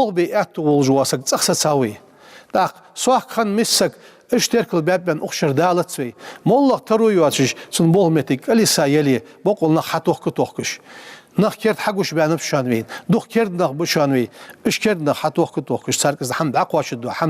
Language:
Ingush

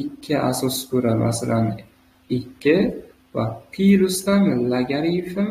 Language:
Uzbek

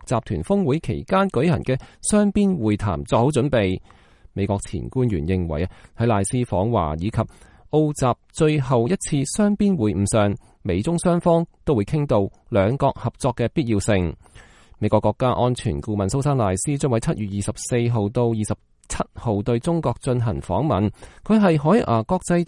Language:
Cantonese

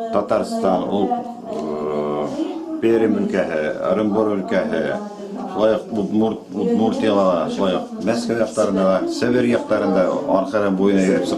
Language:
Bashkir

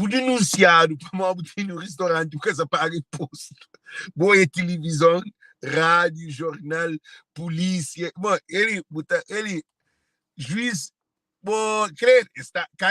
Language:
Kabuverdianu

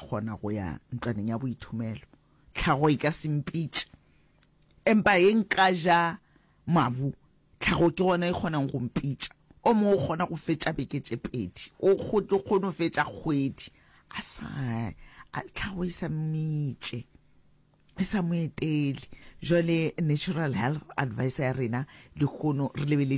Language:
Northern Sotho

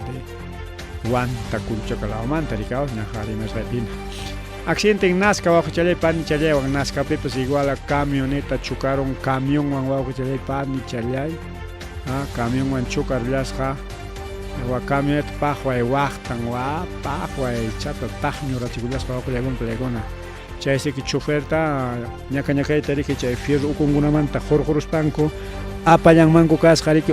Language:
Ayacucho Quechua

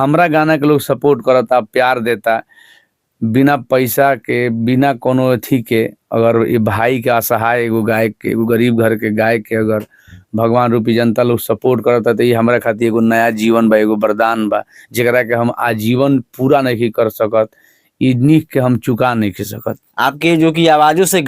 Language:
Bhojpuri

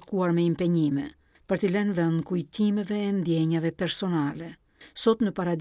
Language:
Albanian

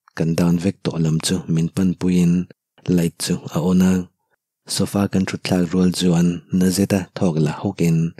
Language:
Mizo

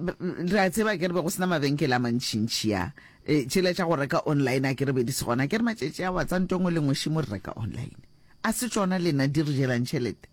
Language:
Northern Sotho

